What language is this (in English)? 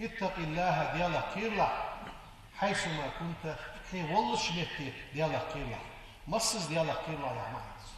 Ingush